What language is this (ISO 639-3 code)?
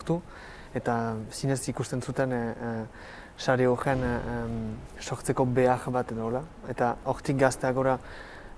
eus